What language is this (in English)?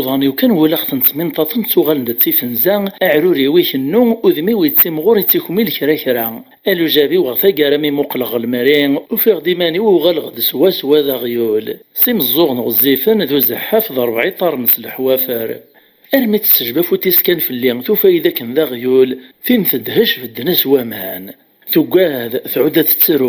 Kabyle